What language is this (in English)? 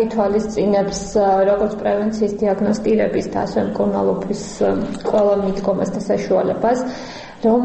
Georgian